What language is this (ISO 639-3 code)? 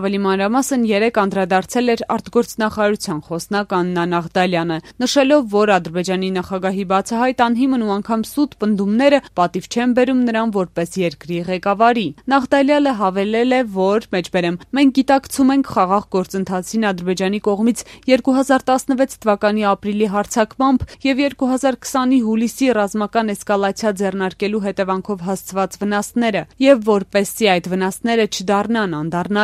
hye